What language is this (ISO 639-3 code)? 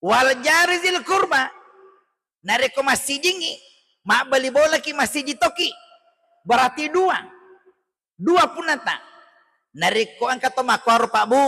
bug